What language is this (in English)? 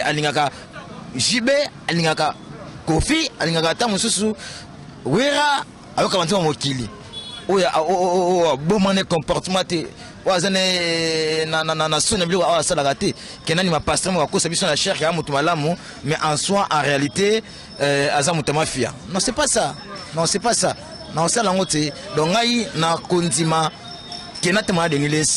Lingala